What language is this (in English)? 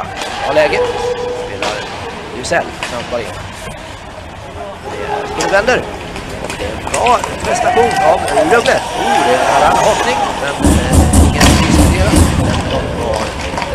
Swedish